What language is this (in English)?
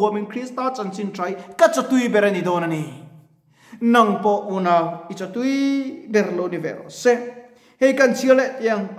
Mizo